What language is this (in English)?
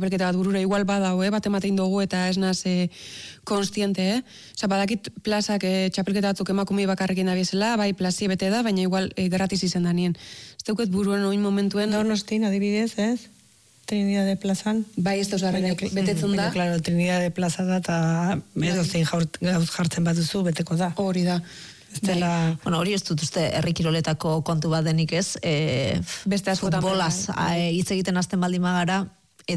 Basque